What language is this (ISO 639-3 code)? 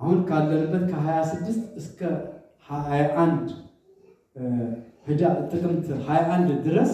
amh